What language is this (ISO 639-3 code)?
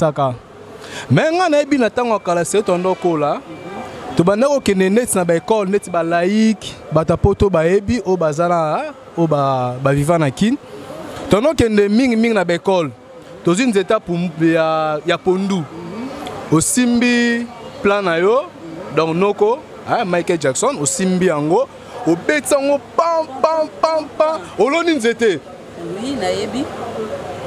lin